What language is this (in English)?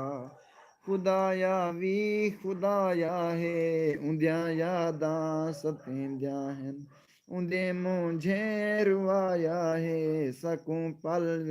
Saraiki